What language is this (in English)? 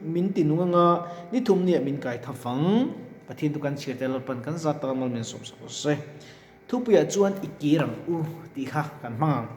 Mizo